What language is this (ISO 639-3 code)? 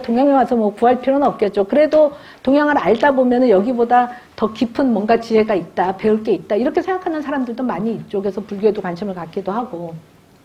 kor